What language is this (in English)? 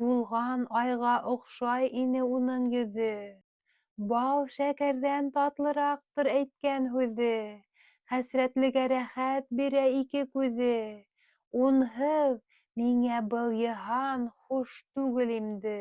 Bashkir